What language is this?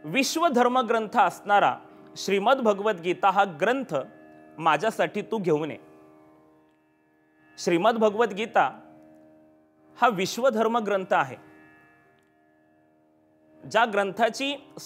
Marathi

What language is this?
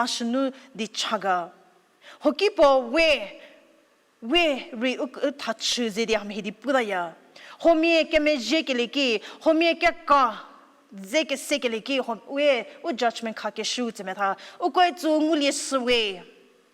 Angami Naga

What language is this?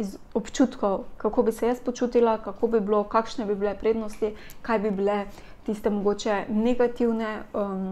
Slovenian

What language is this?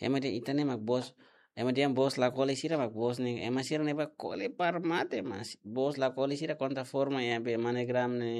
Tetum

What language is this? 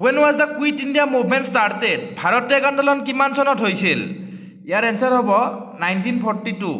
Assamese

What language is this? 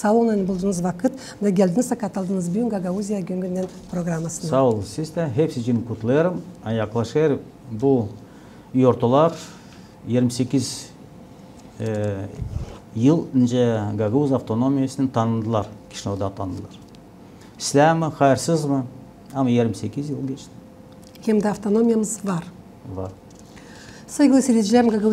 Gagauz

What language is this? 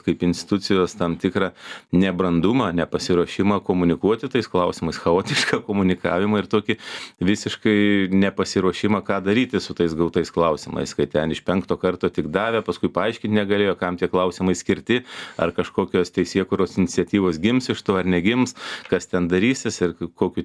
Lithuanian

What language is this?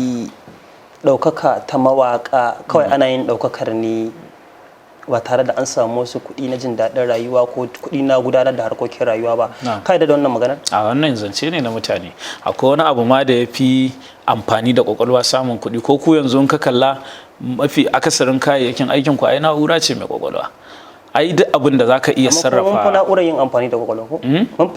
Hausa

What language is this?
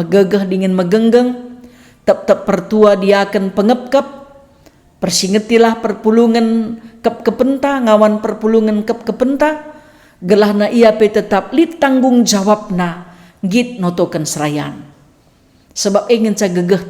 Batak Karo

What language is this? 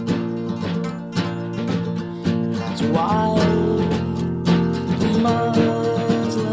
English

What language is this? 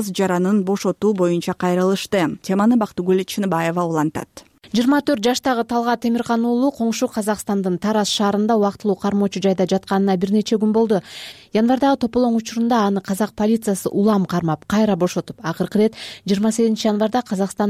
Kyrgyz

